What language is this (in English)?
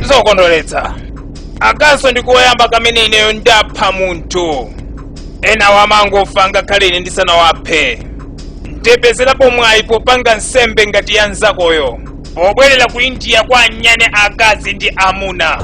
Nyanja